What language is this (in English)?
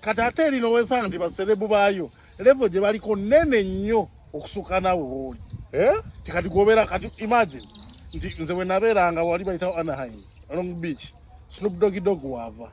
Ganda